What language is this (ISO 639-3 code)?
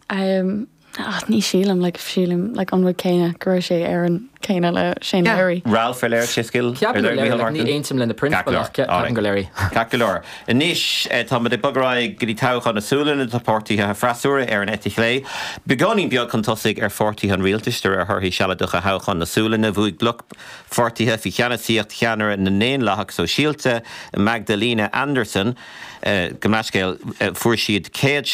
gle